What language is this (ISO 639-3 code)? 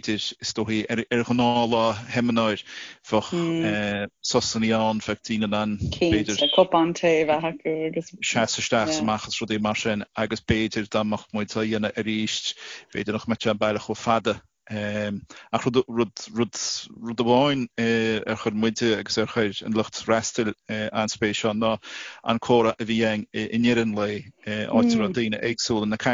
gle